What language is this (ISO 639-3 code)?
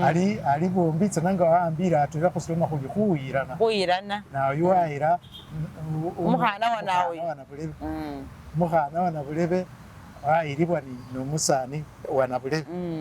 myx